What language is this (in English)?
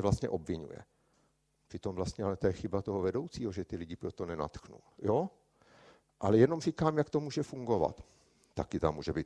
Czech